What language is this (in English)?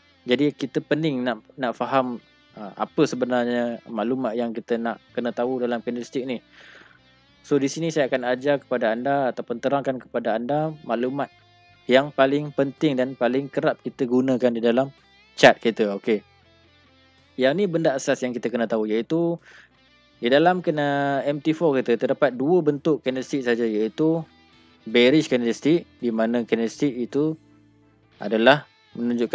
Malay